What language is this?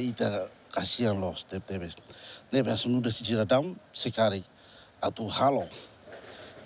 Tetum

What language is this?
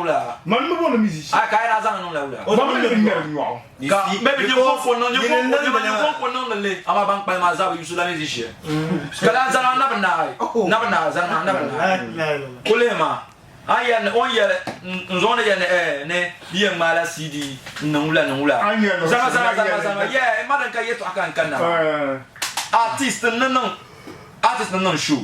Dagbani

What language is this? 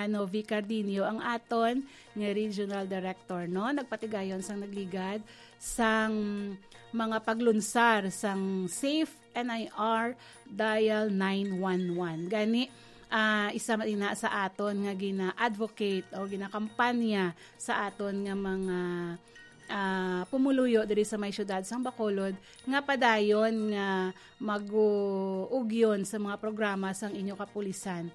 Hiligaynon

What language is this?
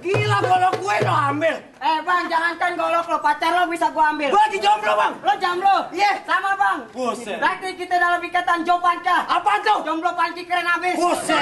Betawi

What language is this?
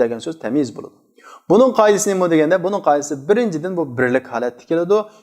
Uyghur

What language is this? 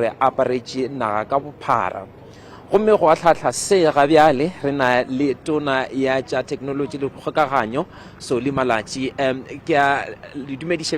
Northern Sotho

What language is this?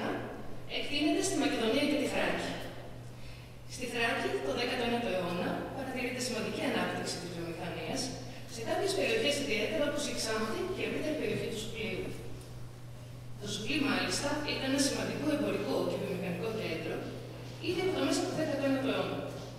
Greek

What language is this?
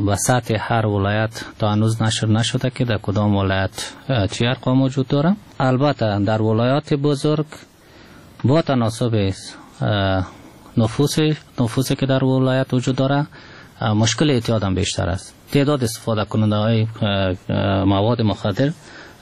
Persian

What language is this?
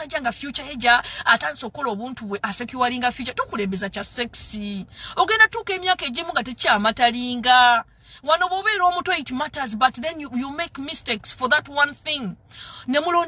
Ganda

